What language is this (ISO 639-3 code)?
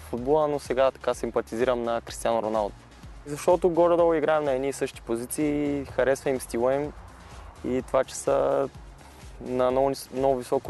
bul